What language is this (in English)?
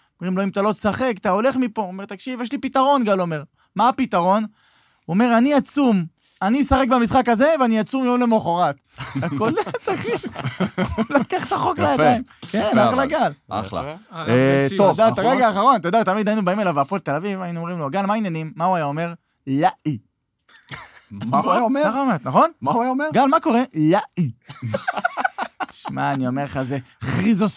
Hebrew